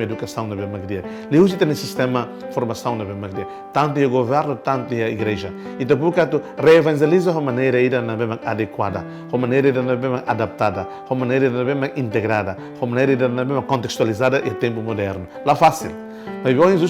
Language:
Tetum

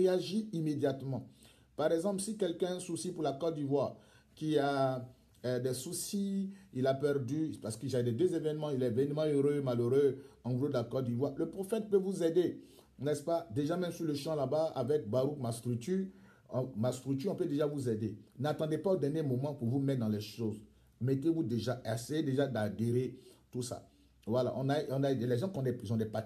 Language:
French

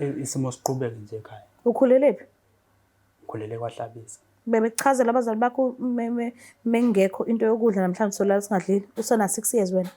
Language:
Zulu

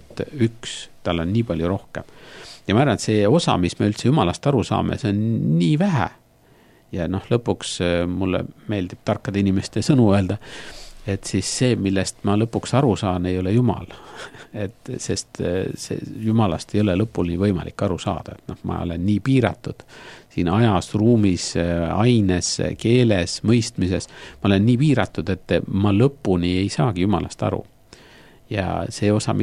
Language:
Estonian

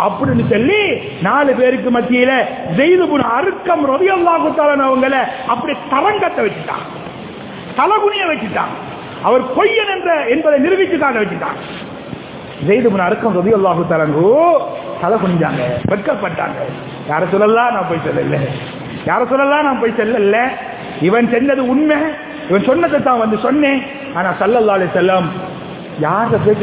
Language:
Tamil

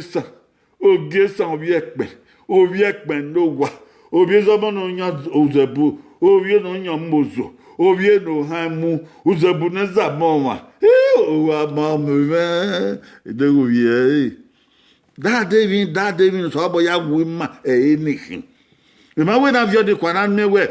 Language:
Bini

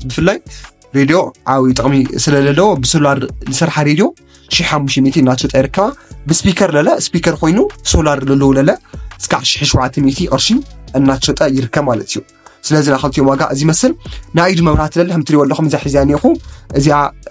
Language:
Tigrinya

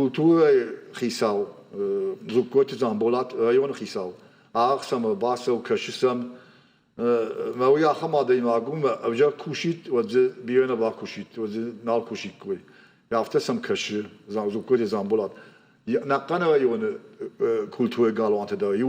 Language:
Ossetic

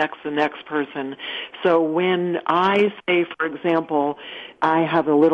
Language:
English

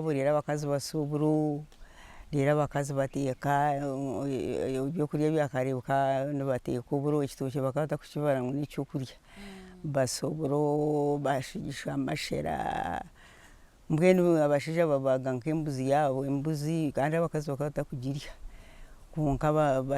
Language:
Nyankole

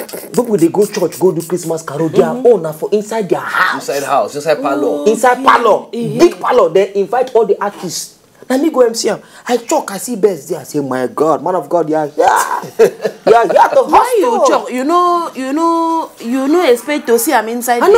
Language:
Nigerian Pidgin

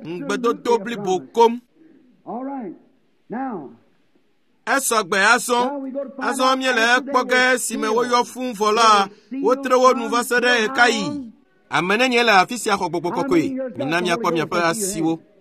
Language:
Ewe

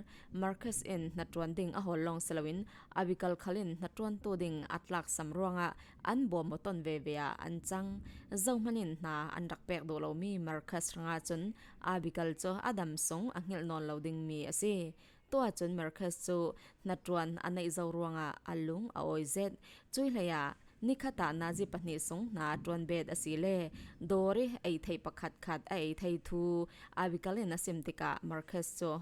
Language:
Falam Chin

